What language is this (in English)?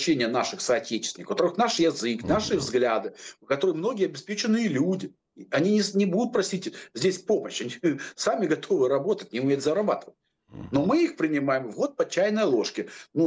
Russian